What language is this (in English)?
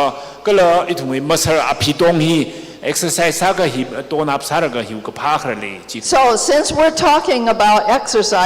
Tangkhul Naga (India)